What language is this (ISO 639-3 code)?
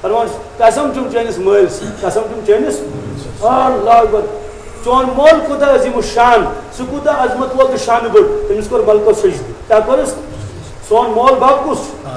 kas